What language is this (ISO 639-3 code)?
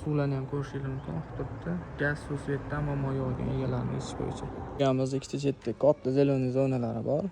uzb